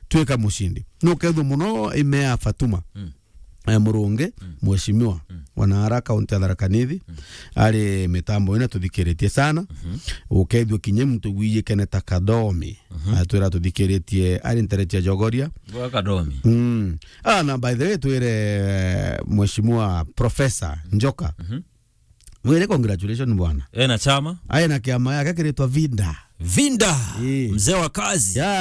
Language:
Meru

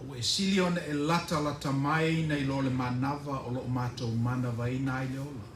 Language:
Samoan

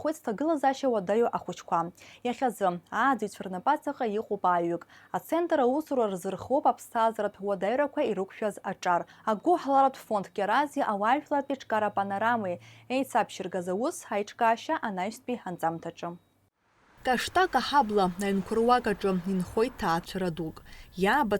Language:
Abkhazian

